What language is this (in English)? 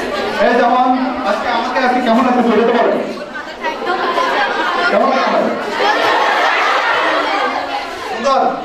Bangla